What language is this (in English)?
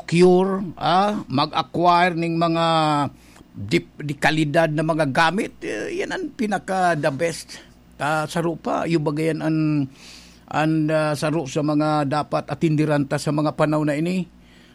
Bikol